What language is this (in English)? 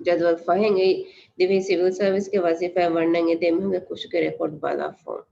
Divehi